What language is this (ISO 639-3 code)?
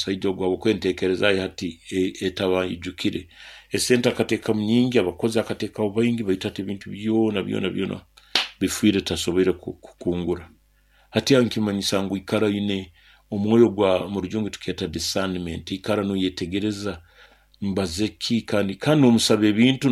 nyo